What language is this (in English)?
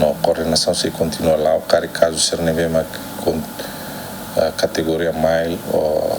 Tetum